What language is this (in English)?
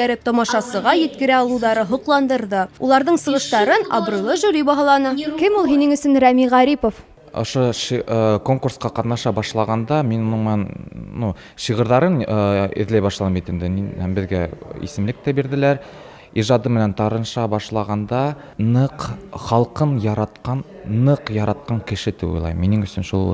Bashkir